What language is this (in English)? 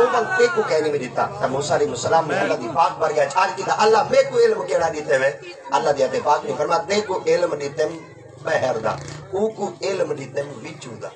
Saraiki